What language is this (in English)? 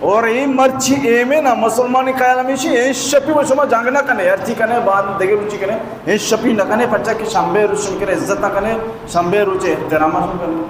Baluchi